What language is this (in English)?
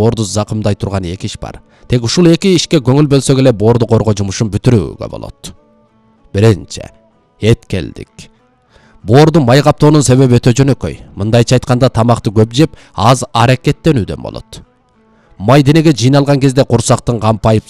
Kyrgyz